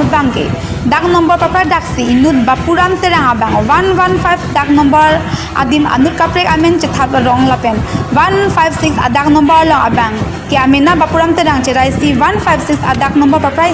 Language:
Karbi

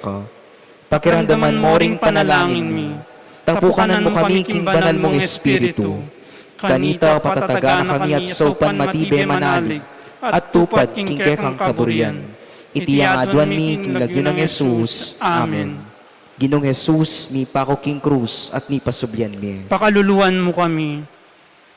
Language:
Pampanga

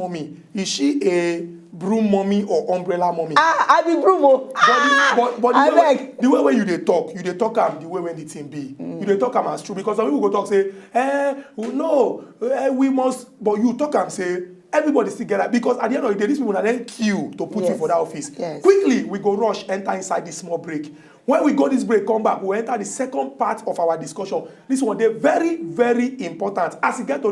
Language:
Nigerian Pidgin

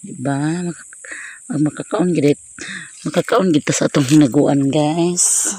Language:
Cebuano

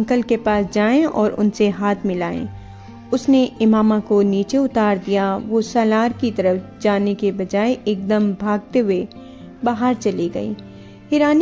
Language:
Urdu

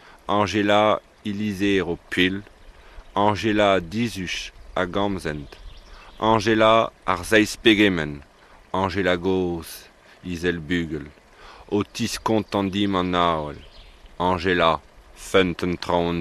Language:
Breton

